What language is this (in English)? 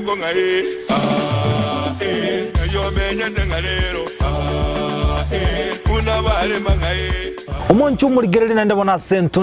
Gusii